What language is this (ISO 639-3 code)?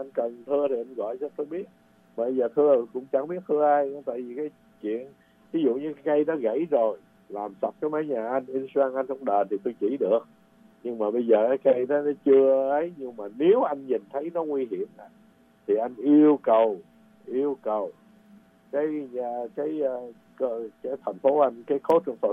vie